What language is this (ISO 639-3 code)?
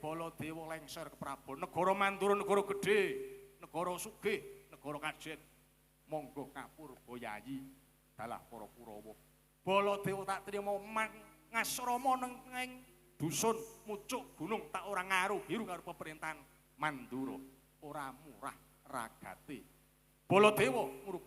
jav